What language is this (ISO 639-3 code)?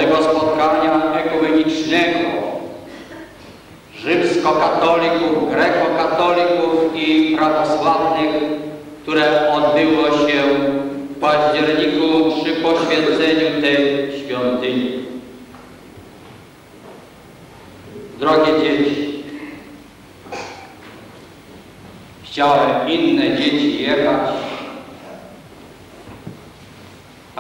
pol